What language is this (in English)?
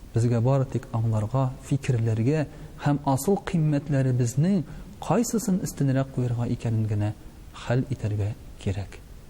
Tatar